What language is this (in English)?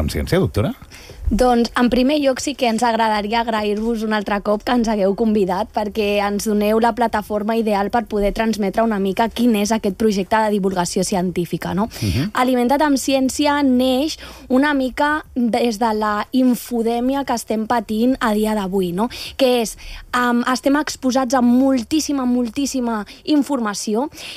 Catalan